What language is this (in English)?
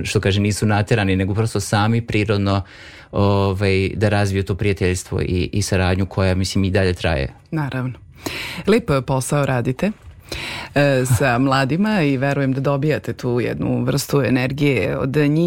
Serbian